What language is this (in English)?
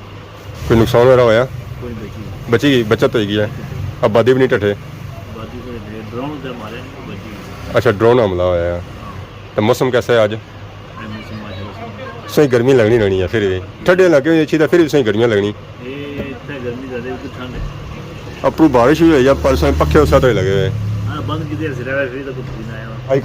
Pahari-Potwari